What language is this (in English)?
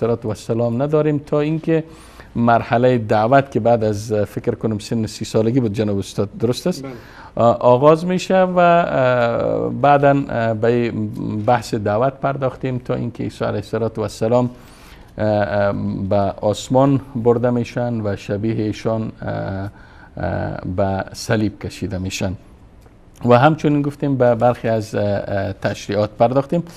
Persian